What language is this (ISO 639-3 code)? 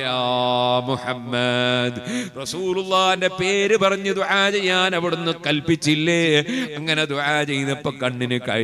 mal